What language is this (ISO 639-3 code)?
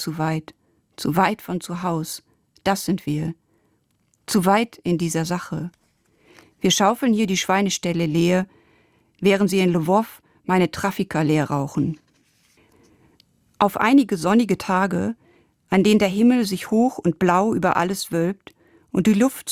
deu